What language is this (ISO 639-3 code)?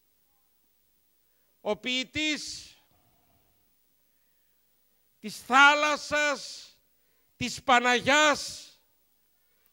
ell